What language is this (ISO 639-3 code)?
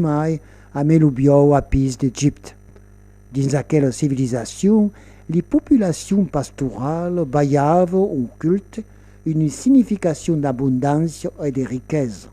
oci